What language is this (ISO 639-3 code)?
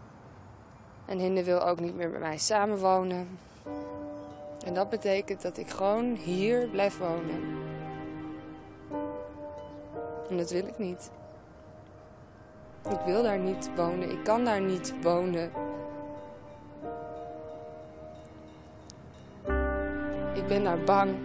nld